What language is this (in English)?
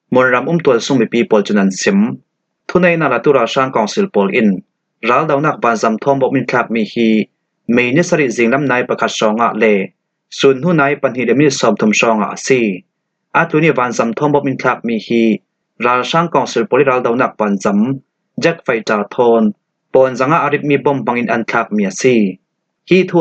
Falam Chin